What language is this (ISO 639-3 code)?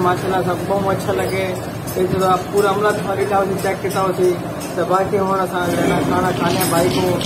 skr